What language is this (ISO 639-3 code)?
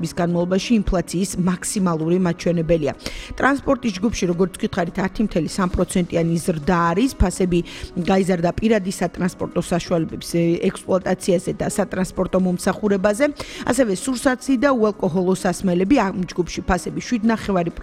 kat